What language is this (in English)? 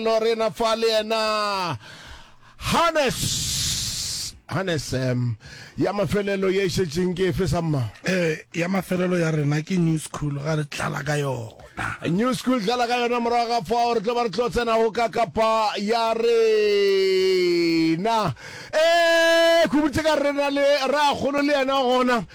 Northern Sotho